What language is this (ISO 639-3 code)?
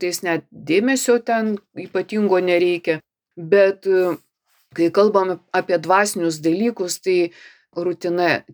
lit